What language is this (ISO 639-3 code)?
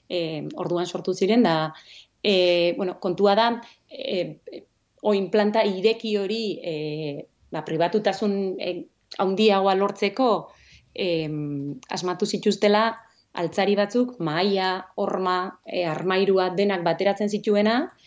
eus